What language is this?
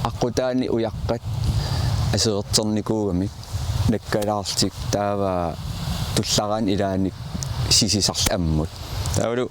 Kalaallisut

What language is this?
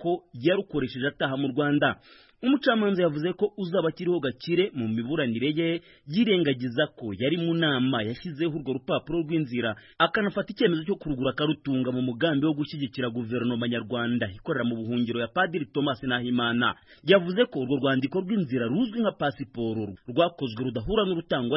Kinyarwanda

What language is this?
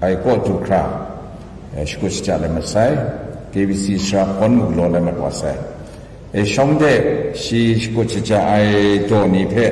Kachin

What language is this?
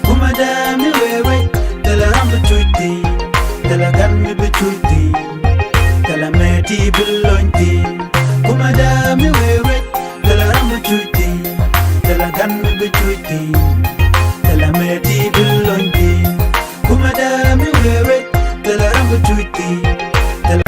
Nuer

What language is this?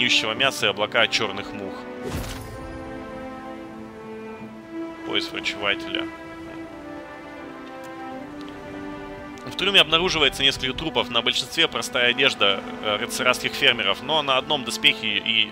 Russian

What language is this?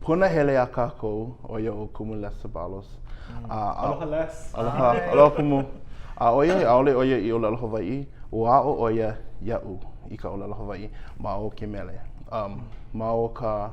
Hawaiian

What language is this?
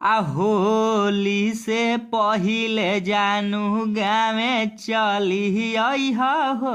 Bhojpuri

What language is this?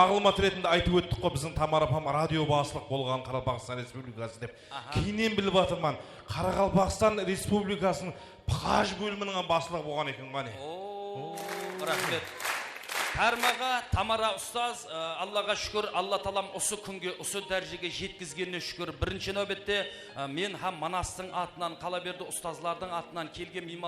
Kara-Kalpak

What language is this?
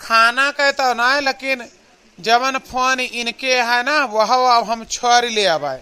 Awadhi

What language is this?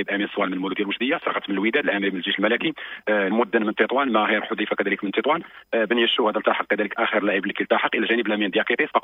Moroccan Arabic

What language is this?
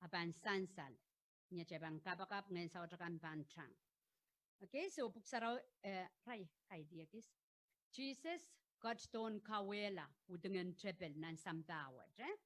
Pohnpeian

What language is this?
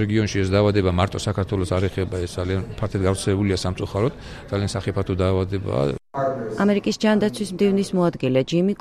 Georgian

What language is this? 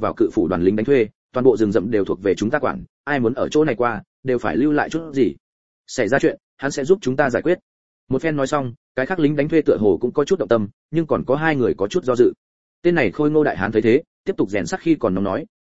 Vietnamese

